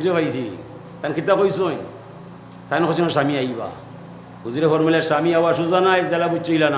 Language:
Sylheti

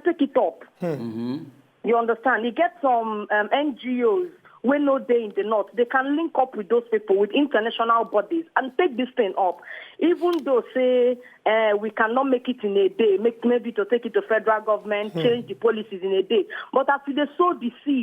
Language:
Nigerian Pidgin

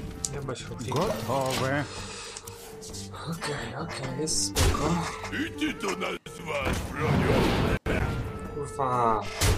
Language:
Polish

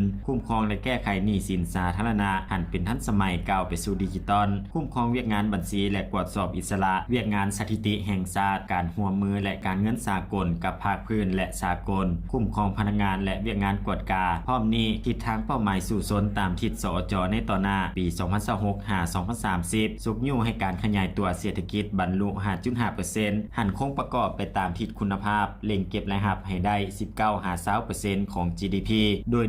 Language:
Lao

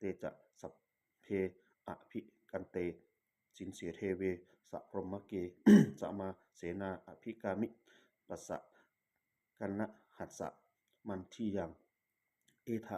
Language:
Pali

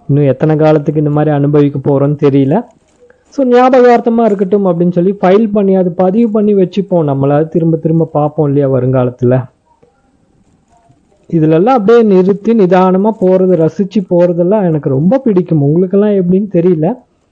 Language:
Tamil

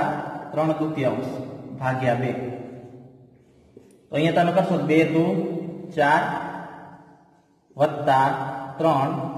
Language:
Gujarati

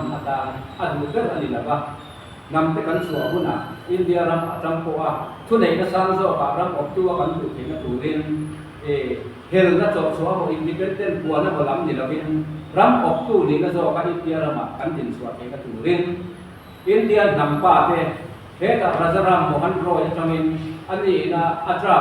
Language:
Mizo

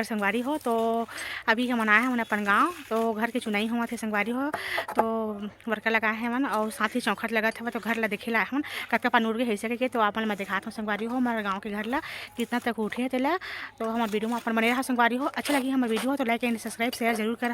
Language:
Chhattisgarhi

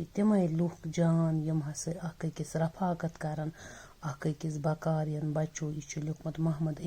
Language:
Kashmiri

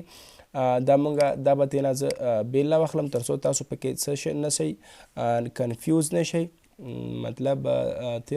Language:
Pashto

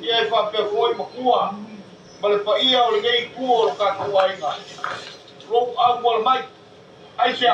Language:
Samoan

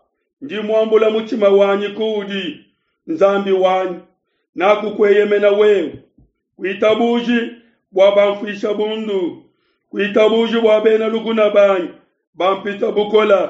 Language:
Luba-Lulua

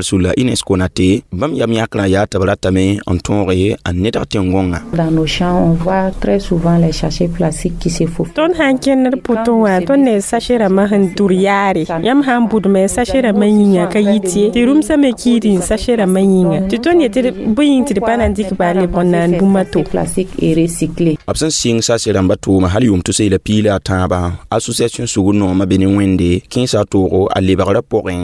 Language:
Mossi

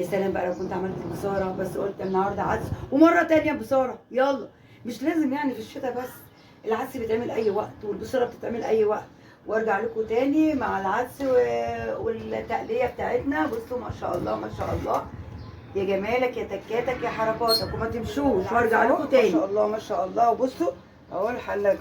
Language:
Egyptian Arabic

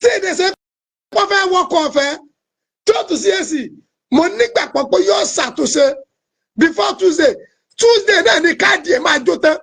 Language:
Yoruba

